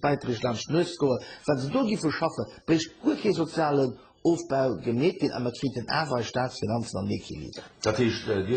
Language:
Luxembourgish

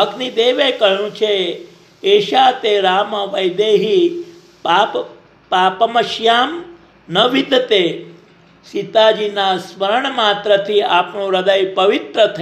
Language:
Gujarati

